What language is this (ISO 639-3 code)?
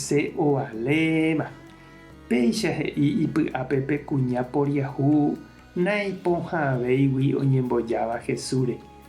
grn